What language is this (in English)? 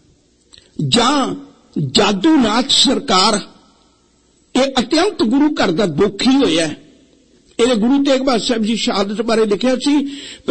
Punjabi